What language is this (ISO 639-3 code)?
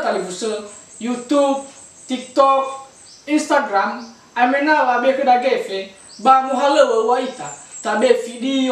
nia